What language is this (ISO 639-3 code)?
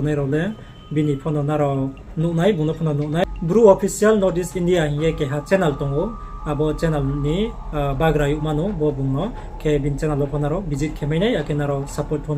ria